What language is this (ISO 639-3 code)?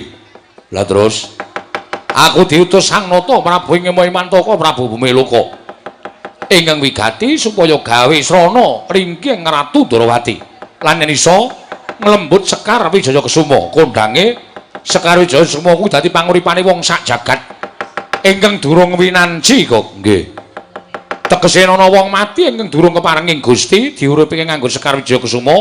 jav